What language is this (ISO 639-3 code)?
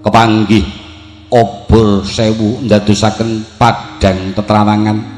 jav